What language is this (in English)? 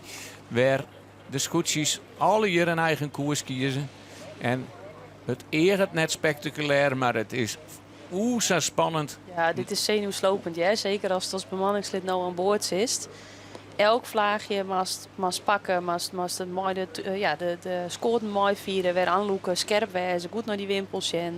Western Frisian